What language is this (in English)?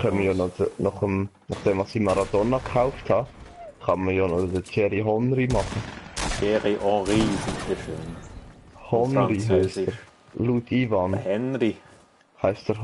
Swiss German